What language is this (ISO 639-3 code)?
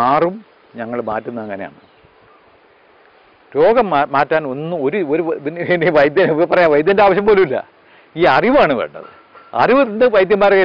mal